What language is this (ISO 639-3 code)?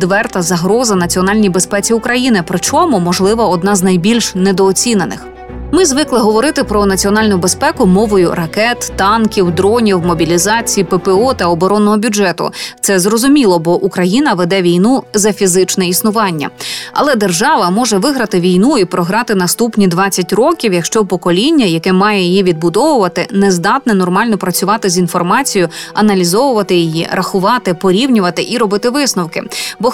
ukr